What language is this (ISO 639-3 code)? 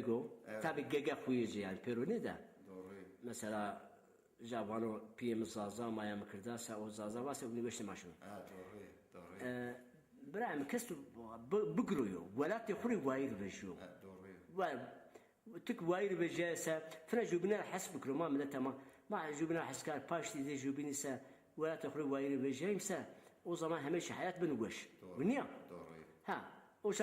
zza